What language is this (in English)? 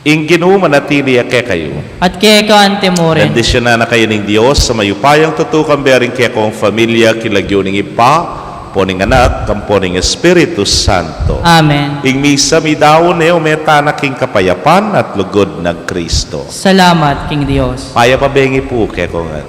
Pampanga